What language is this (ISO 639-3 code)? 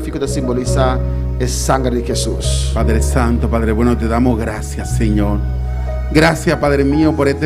pap